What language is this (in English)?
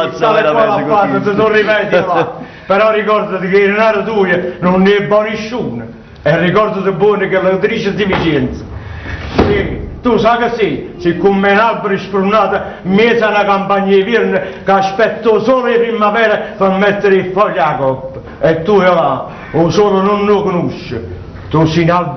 Neapolitan